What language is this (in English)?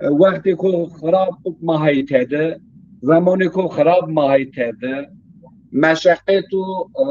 Zaza